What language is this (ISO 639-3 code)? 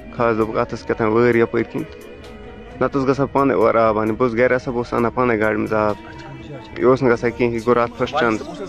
kas